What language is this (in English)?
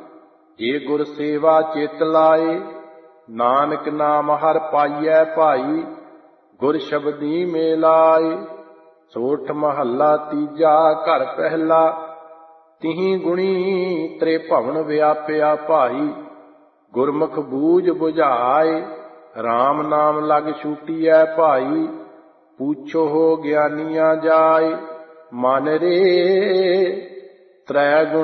Punjabi